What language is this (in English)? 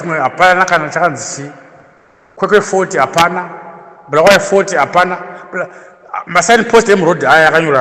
Shona